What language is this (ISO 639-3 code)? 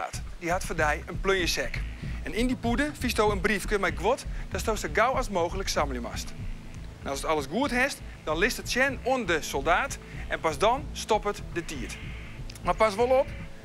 fry